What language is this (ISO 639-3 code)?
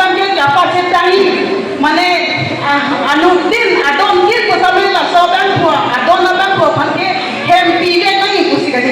mjw